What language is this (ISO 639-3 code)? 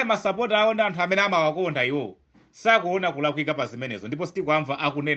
nya